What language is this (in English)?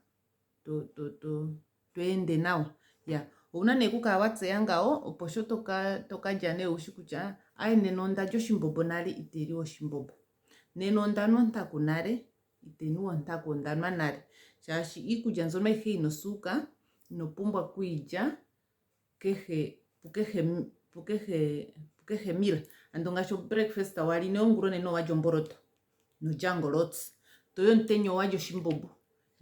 Ndonga